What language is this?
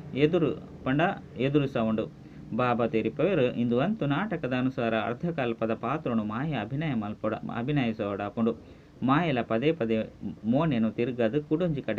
Tulu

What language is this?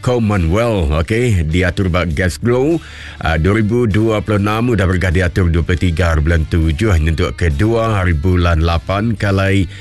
Iban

